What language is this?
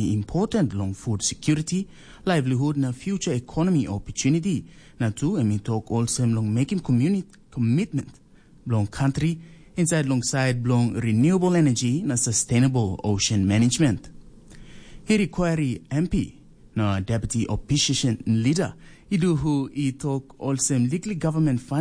Tok Pisin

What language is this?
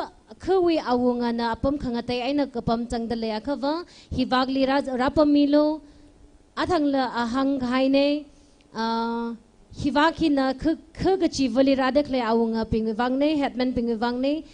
Tangkhul Naga (India)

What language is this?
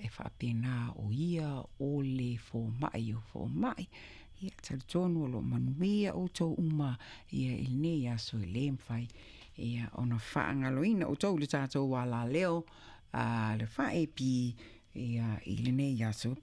Samoan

